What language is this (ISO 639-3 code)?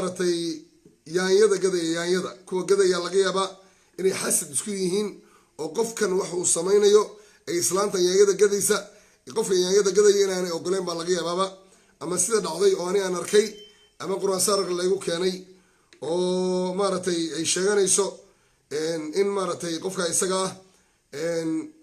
som